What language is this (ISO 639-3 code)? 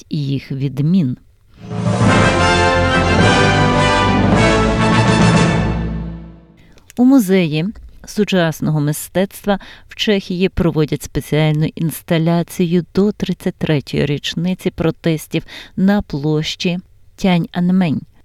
ukr